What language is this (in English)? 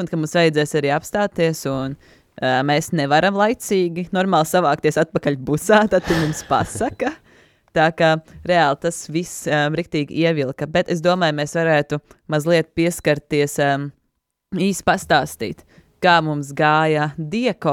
Latvian